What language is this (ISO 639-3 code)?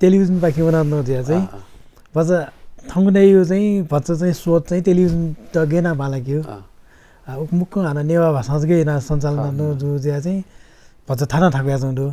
new